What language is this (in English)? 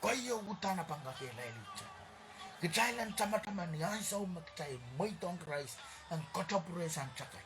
Pohnpeian